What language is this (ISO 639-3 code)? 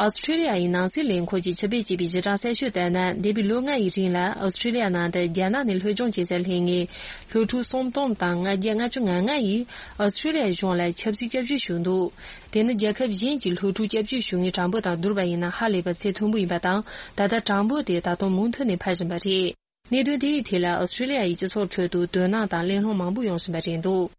bod